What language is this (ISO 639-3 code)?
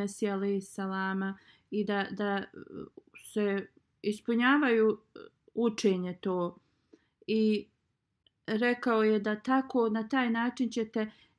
bos